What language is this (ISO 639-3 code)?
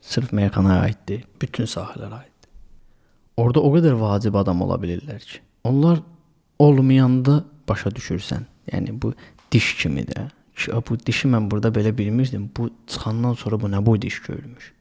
aze